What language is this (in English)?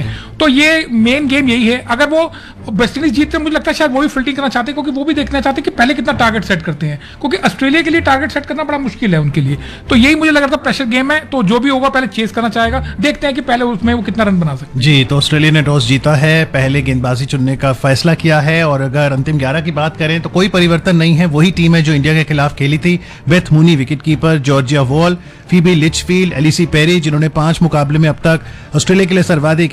Hindi